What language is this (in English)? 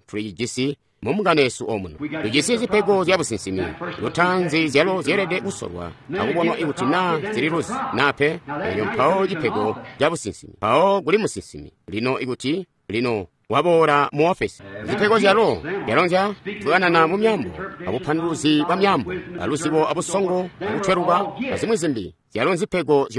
Tonga (Zambia)